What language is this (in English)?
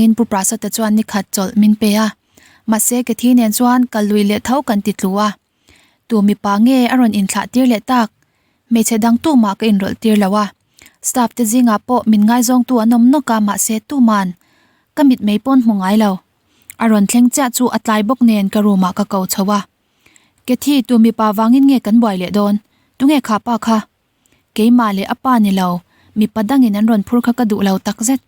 Mizo